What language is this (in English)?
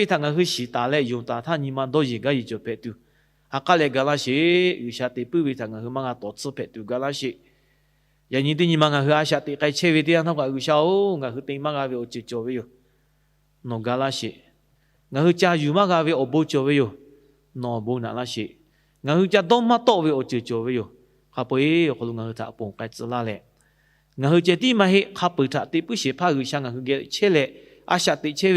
Lahu